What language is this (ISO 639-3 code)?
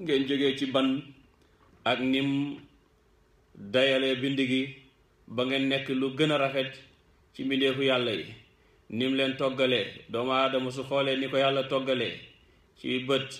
wol